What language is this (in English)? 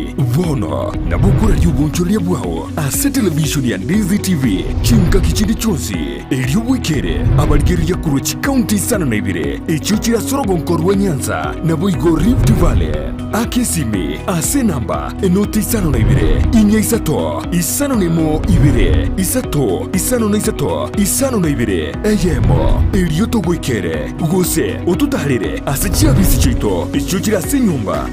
Gusii